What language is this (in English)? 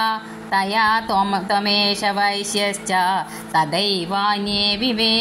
Sanskrit